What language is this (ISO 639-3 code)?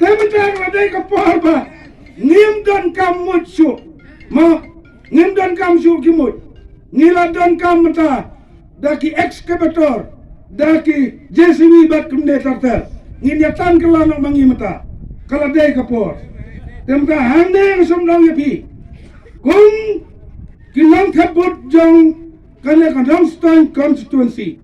kha